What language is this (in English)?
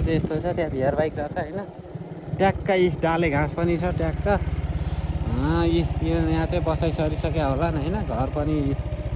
Nepali